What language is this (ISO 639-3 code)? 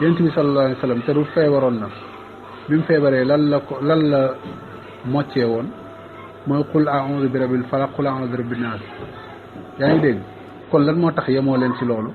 wol